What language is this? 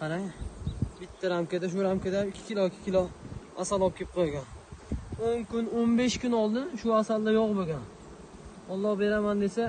Uzbek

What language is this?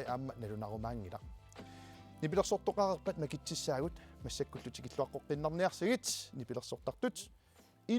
Kalaallisut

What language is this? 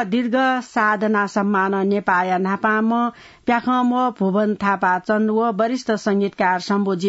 Newari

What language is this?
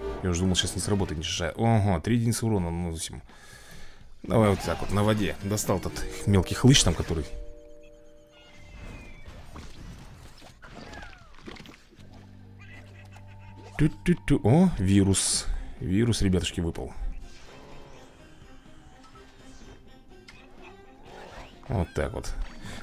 Russian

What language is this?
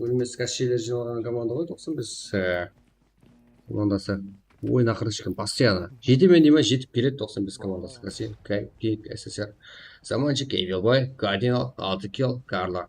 Kara-Kalpak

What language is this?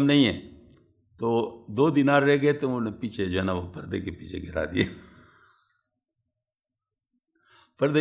Urdu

